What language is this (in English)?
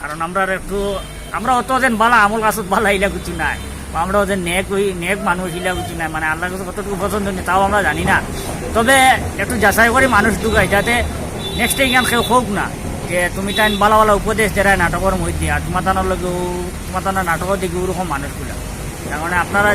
Sylheti